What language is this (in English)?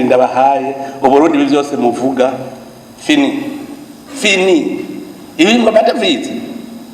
Rundi